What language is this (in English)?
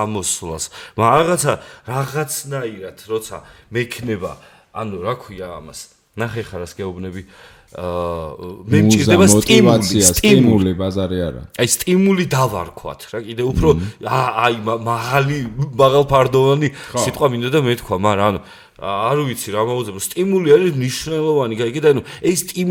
Georgian